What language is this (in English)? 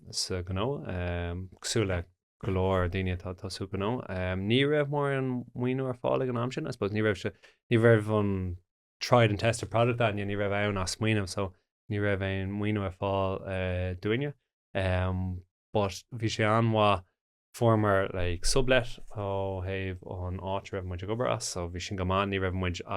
Irish